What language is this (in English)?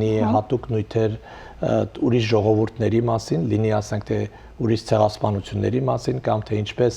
Western Armenian